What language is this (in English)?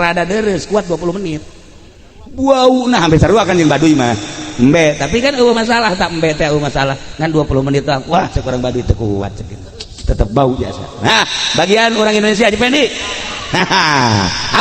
Sundanese